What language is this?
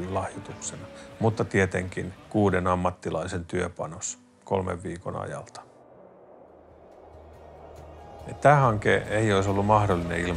Finnish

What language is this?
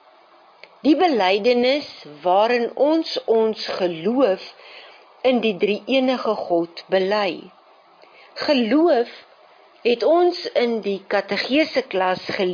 Afrikaans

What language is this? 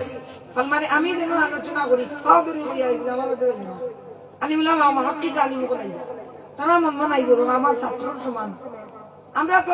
Sylheti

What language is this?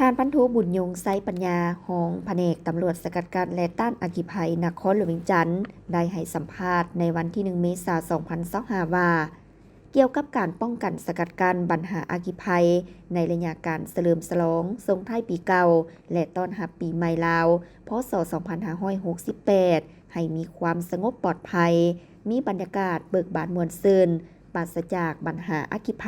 Lao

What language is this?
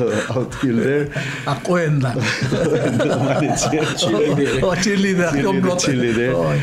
Palauan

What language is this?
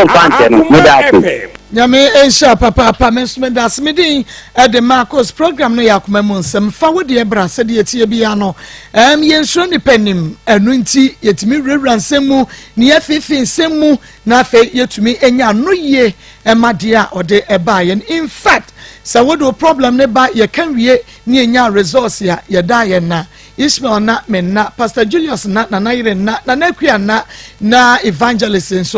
Akan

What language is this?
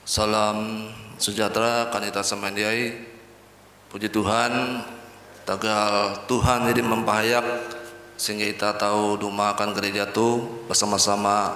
Ngaju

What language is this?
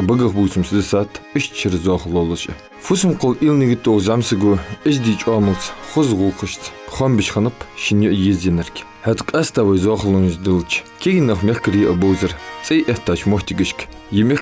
Ingush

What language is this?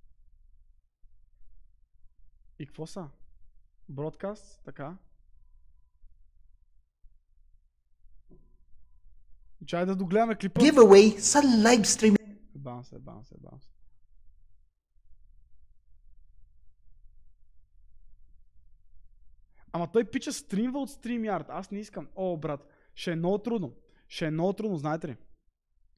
Bulgarian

